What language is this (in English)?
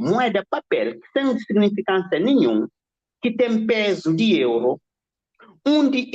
Kabuverdianu